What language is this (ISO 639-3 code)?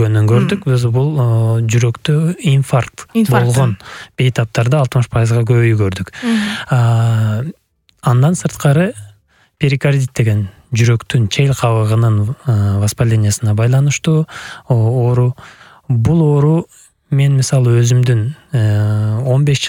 kir